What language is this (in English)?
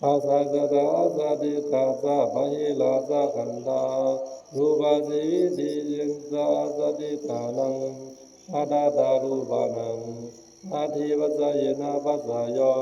Pali